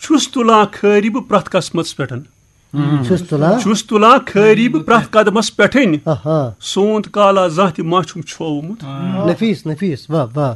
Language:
Kashmiri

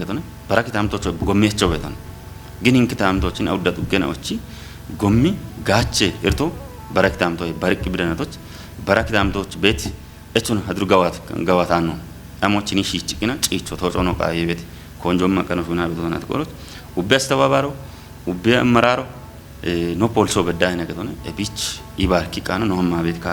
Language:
Kafa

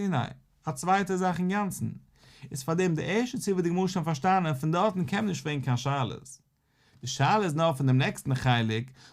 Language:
Yiddish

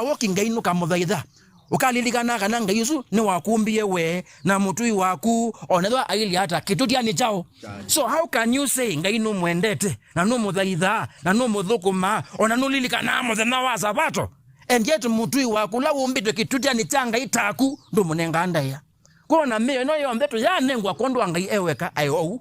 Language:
Kamba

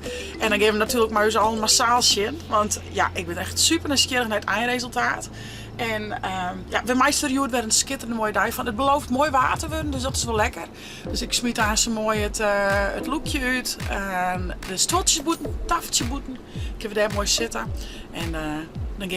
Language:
Western Frisian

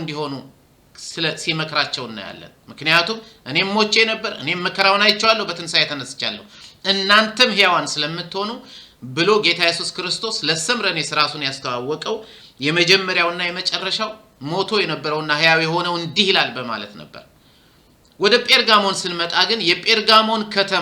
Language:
Amharic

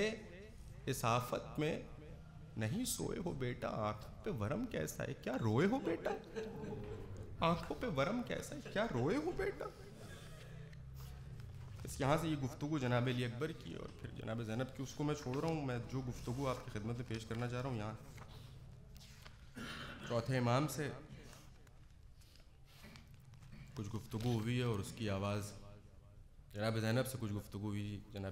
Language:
Urdu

